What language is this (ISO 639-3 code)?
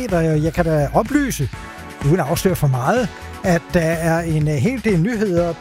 dan